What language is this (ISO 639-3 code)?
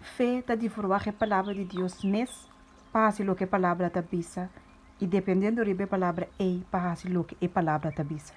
pap